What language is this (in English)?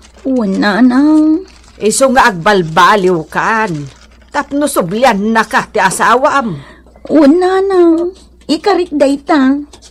Iloko